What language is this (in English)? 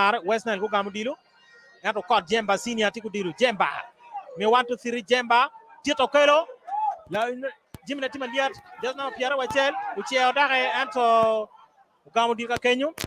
Acoli